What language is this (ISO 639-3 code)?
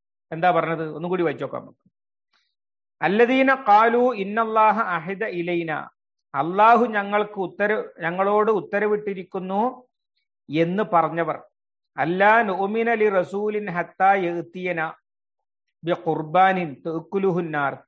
mal